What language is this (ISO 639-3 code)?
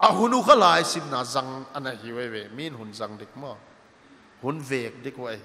pck